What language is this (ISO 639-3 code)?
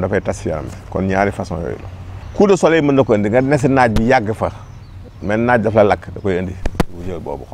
wol